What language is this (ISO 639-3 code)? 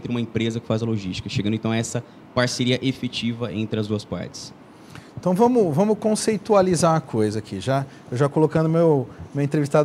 por